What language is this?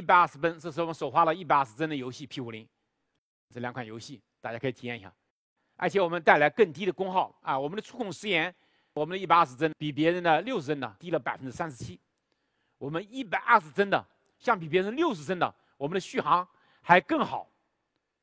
Chinese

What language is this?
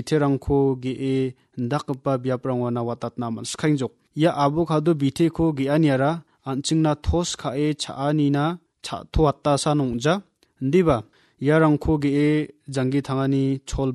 Garo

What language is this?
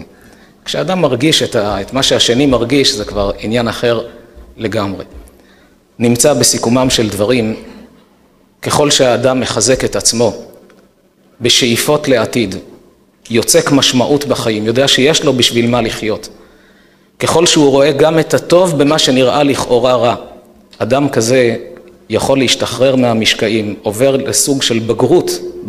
Hebrew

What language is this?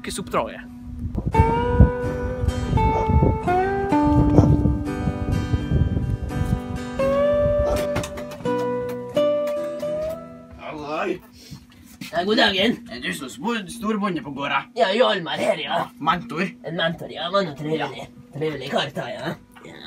Norwegian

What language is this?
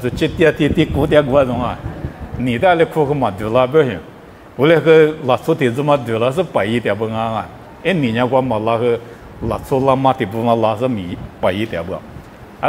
Lisu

